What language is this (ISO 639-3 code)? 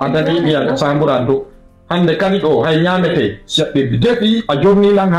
ful